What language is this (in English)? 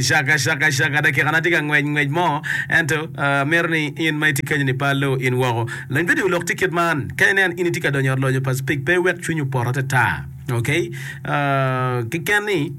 Acoli